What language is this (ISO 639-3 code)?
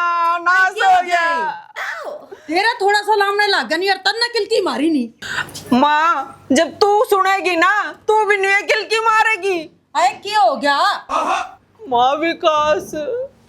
bgc